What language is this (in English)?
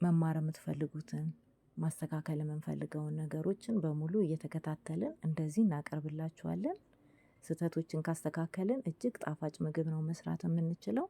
Amharic